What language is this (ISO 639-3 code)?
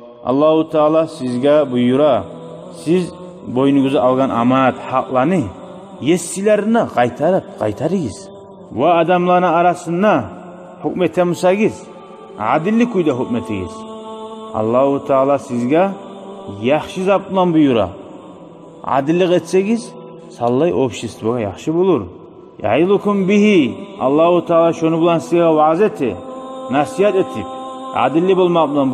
kum